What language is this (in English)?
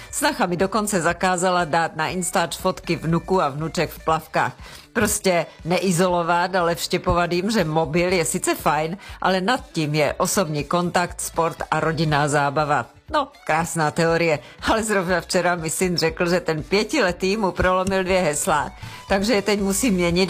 Czech